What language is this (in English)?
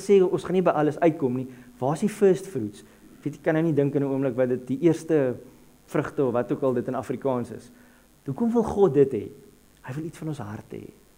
Afrikaans